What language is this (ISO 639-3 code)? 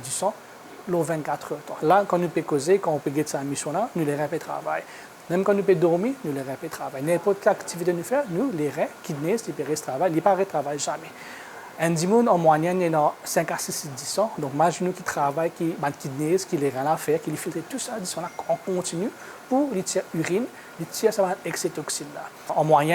mfe